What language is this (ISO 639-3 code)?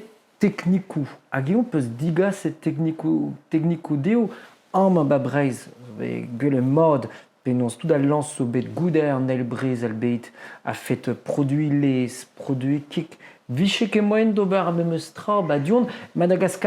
bre